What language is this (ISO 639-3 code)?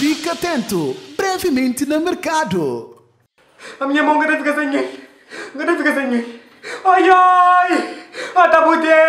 kea